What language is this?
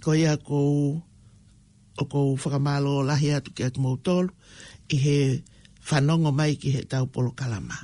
Tongan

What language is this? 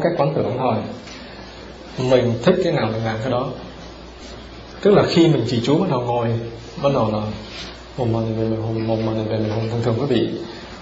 Vietnamese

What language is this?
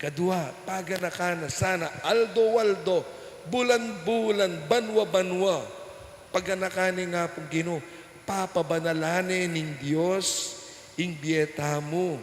Pampanga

